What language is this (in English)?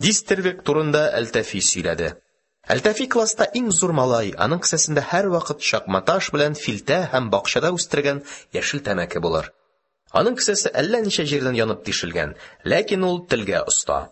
Tatar